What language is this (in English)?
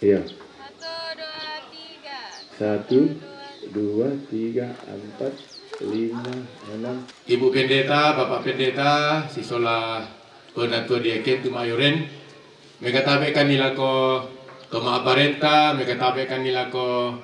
Toraja-Sa'dan